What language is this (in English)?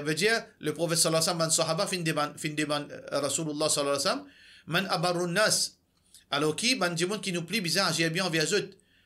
Morisyen